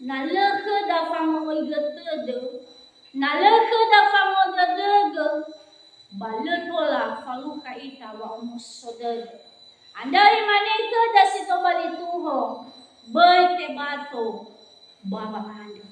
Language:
Nias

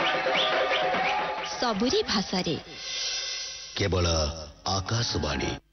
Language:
Odia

